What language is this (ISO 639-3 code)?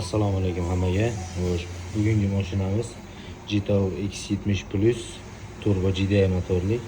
uzb